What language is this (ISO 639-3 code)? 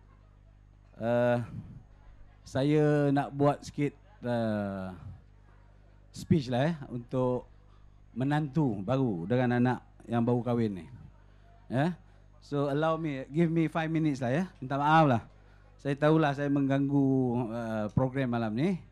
msa